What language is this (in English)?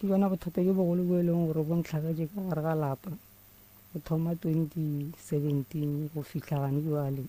Northern Sotho